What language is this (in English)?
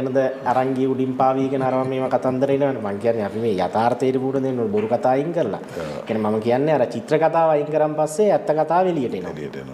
Sinhala